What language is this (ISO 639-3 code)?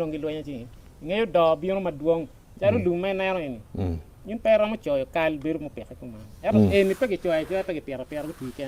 ach